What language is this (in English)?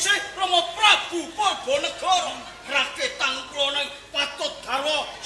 Javanese